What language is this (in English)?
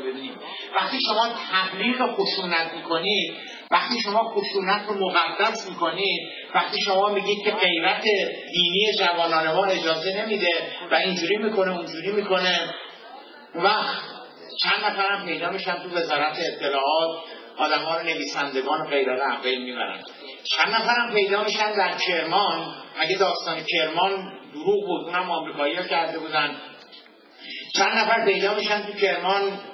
Persian